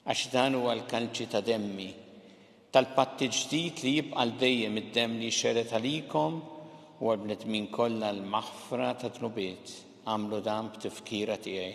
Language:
Maltese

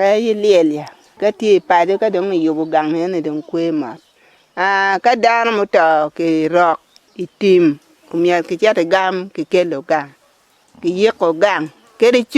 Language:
Acoli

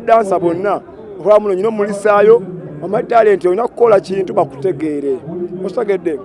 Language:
Ganda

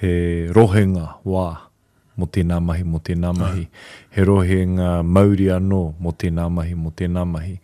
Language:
Māori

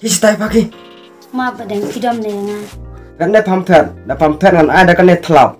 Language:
Khasi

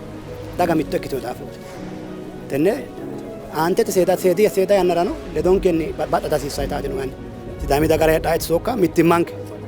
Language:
Sidamo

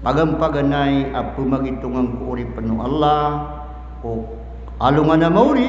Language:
Maranao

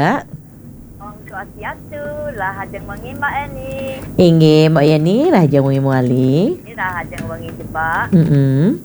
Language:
Balinese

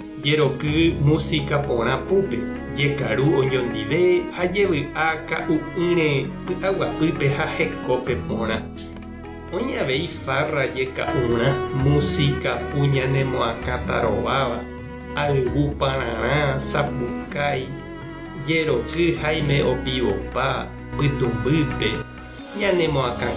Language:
Guarani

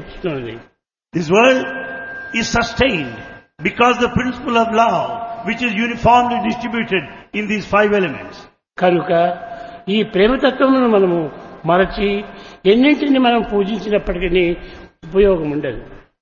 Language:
Telugu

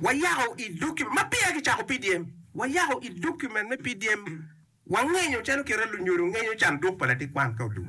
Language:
Acoli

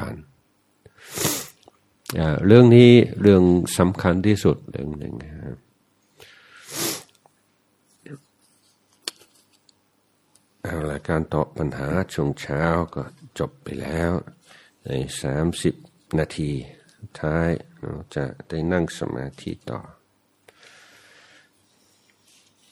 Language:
Thai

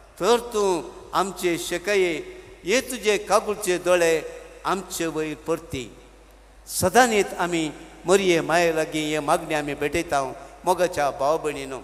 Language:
Konkani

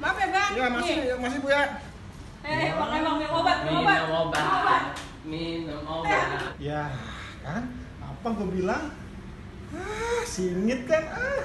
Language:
Betawi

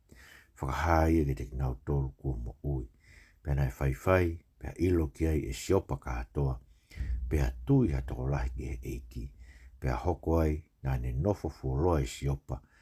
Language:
Tongan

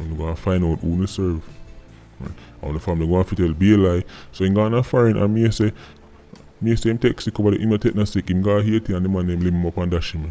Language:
Jamaican Creole English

